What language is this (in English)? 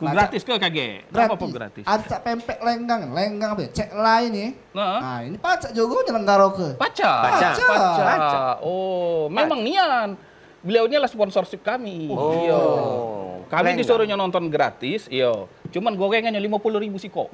Musi